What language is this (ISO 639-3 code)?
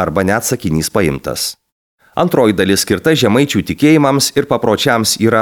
lit